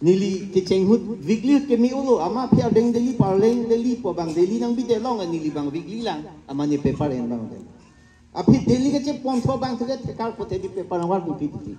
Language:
Karbi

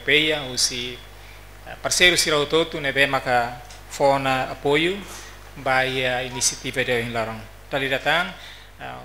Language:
Tetum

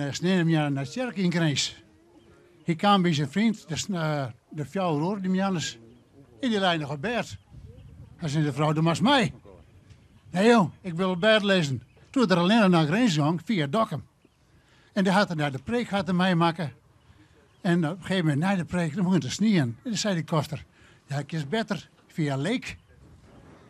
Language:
Western Frisian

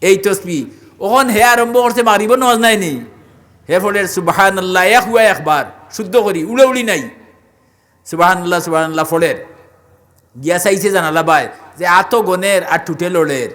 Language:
Sylheti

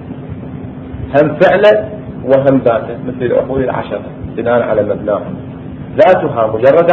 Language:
Arabic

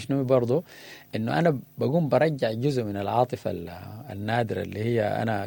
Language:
Sudanese Arabic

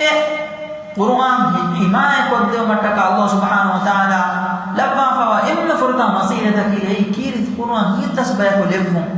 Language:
Divehi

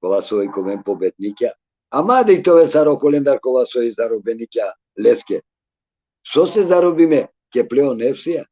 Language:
Balkan Romani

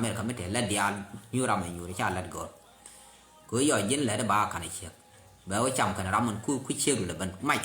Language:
Nuer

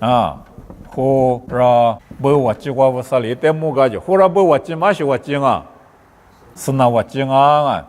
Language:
Lisu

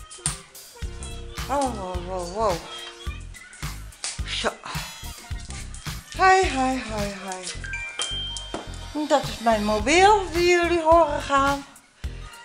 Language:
Dutch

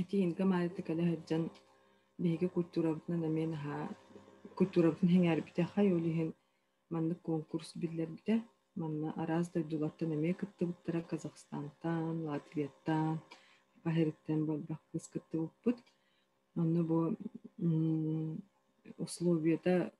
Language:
Yakut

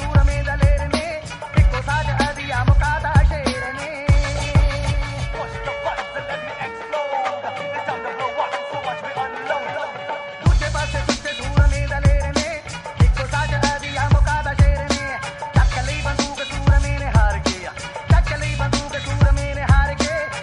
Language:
Punjabi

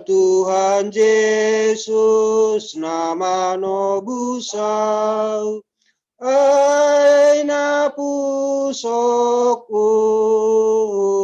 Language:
Batak Simalungun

